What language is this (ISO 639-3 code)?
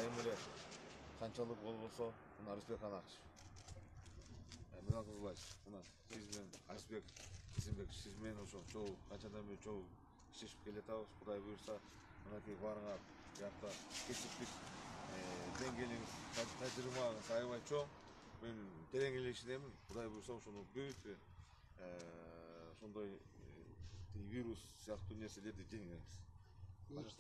kir